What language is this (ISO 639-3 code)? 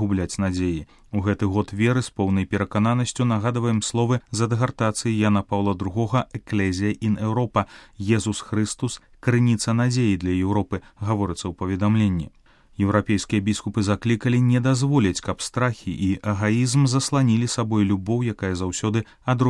bel